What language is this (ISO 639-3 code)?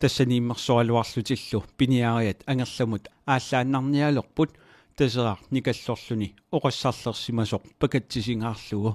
kal